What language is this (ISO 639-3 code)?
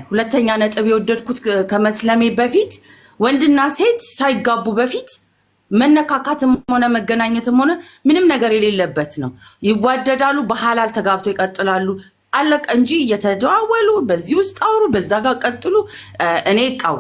amh